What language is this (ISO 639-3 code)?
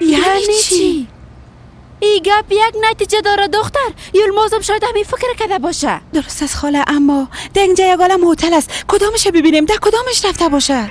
fas